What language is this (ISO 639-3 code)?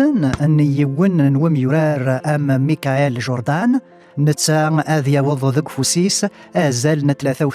kab